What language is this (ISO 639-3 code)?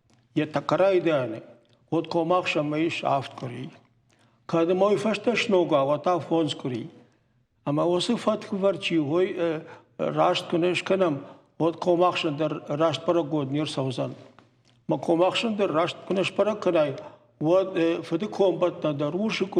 oss